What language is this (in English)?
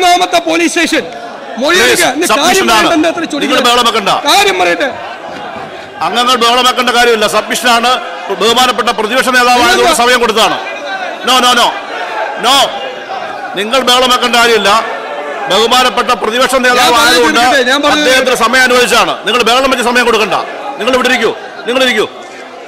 Malayalam